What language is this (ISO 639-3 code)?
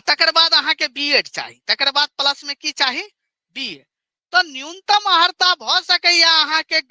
mai